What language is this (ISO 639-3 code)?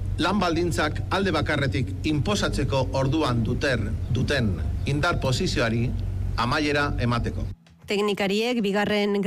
eus